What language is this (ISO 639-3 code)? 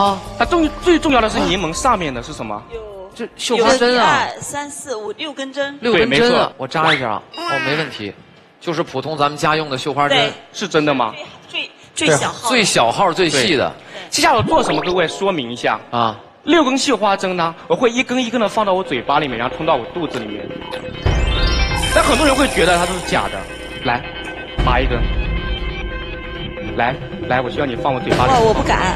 zho